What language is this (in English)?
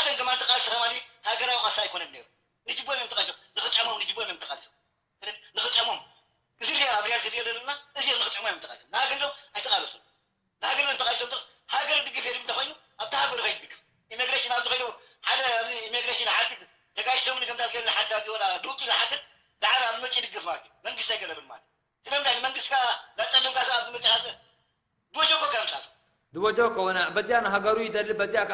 Tigrinya